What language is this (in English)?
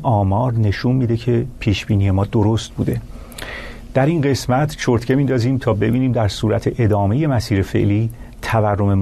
Persian